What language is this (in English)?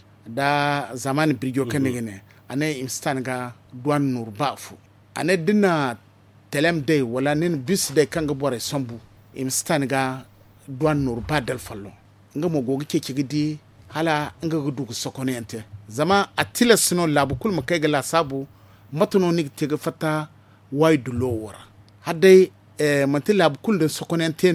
Zarma